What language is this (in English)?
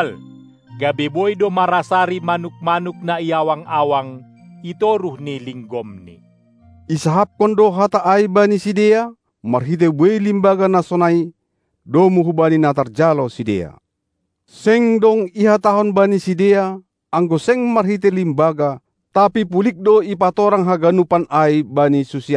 Batak Simalungun